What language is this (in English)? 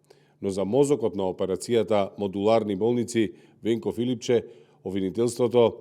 Macedonian